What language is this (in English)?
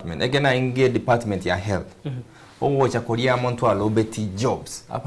Gusii